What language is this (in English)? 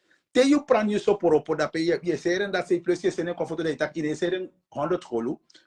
Sranan Tongo